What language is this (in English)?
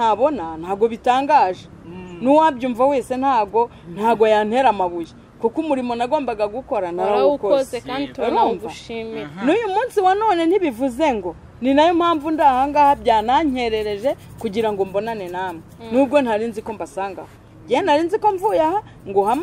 Kinyarwanda